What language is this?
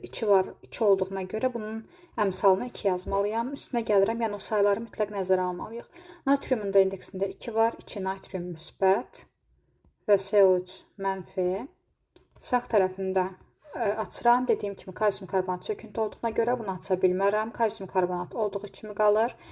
Azerbaijani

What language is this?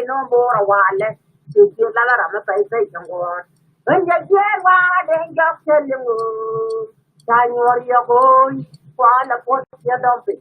Nuer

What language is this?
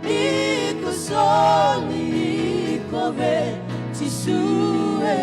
Fijian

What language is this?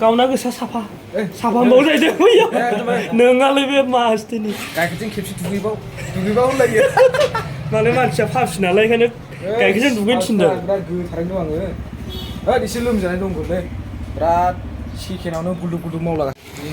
Bodo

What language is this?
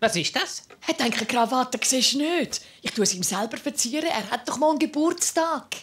Swiss German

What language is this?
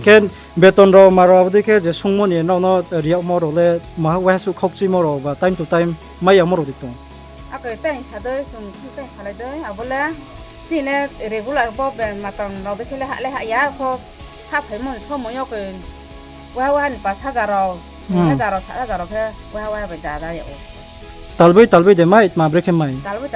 Riang (India)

